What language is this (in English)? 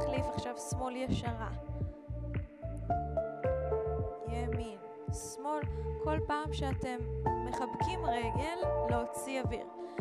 Hebrew